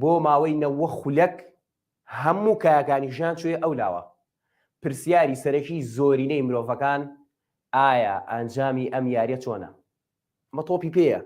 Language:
Central Kurdish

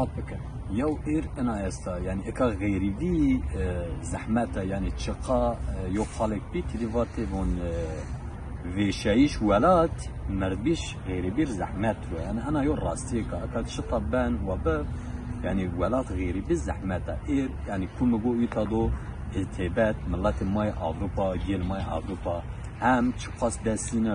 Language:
Zaza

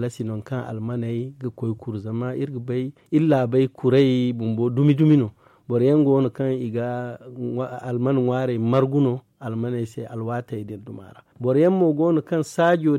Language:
Zarma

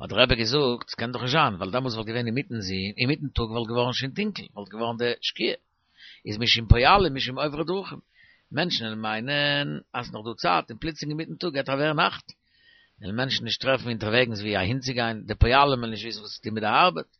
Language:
Yiddish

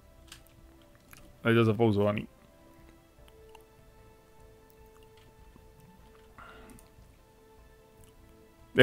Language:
Czech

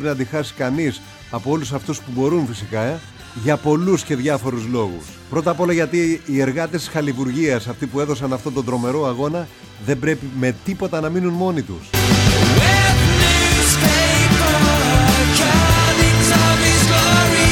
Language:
Greek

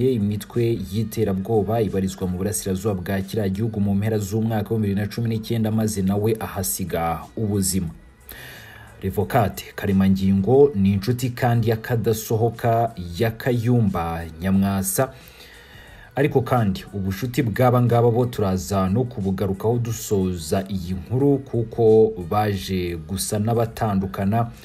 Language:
Kinyarwanda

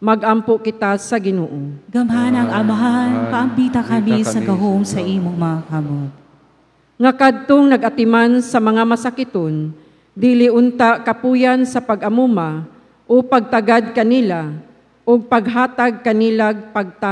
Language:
Cebuano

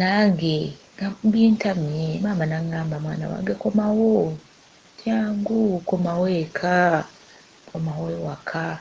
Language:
Ganda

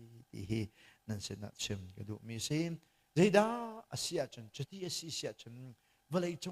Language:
Hakha Chin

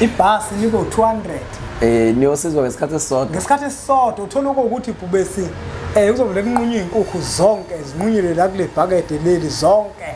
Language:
Zulu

